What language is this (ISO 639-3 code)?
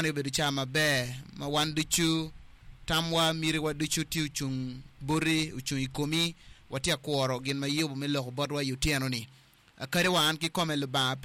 ach